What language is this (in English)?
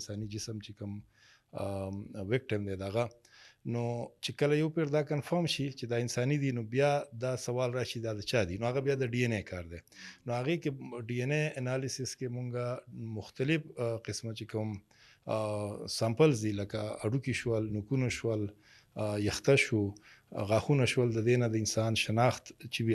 Pashto